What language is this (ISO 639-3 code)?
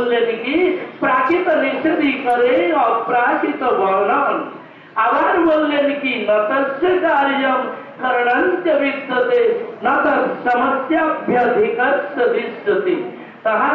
ben